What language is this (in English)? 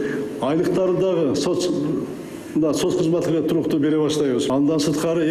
Kyrgyz